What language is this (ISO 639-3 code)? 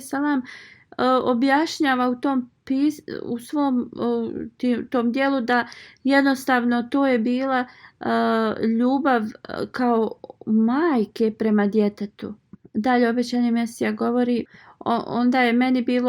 bos